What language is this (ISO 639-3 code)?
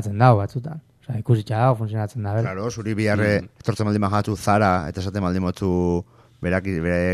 eus